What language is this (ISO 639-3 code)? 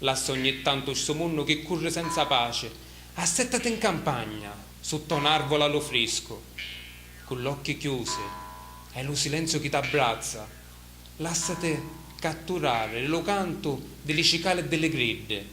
scn